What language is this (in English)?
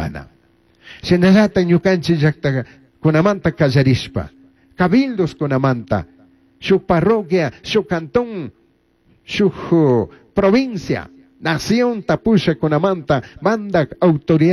Chimborazo Highland Quichua